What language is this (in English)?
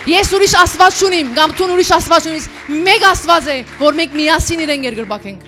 Western Armenian